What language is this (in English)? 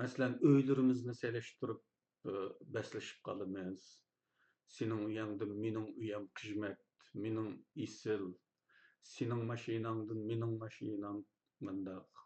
Uyghur